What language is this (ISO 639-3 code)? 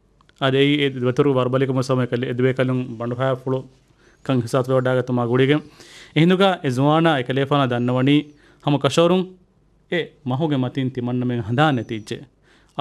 div